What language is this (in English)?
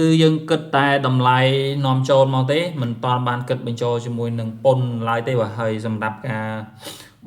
Khmer